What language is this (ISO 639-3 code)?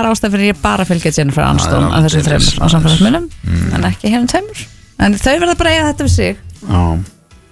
isl